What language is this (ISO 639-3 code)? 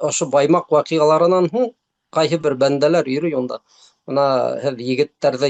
bak